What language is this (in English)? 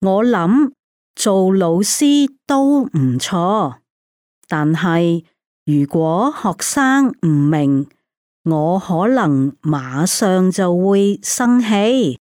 Cantonese